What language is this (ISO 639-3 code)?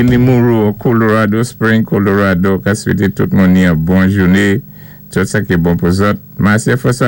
acf